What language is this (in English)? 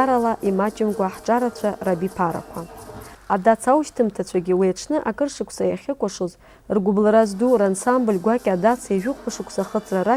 Abkhazian